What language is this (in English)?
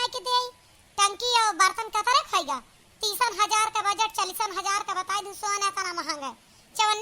Awadhi